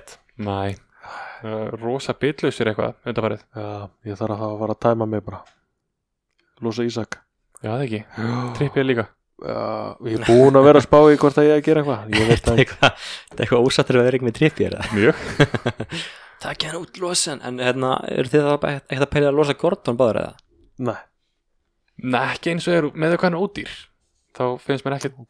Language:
Icelandic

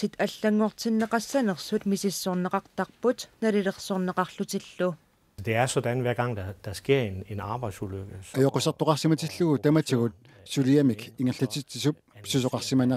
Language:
Kalaallisut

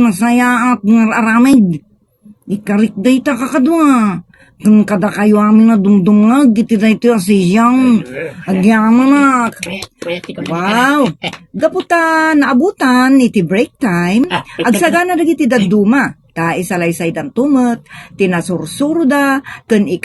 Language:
Iloko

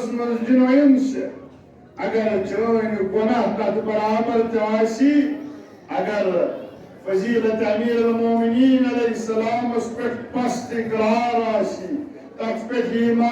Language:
Kashmiri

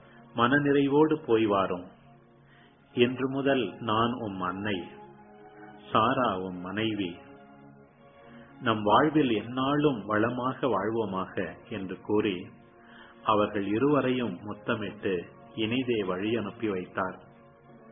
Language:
Tamil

